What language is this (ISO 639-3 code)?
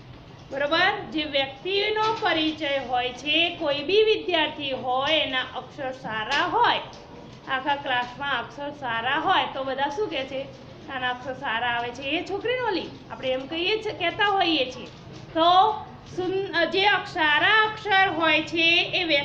guj